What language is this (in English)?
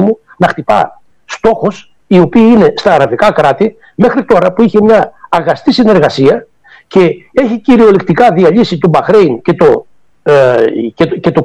Greek